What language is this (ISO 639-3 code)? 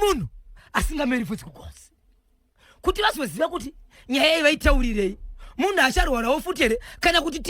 sna